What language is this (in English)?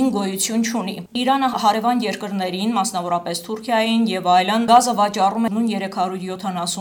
Armenian